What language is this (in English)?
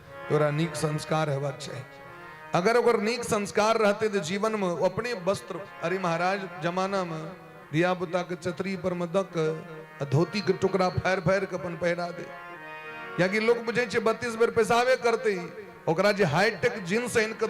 Maithili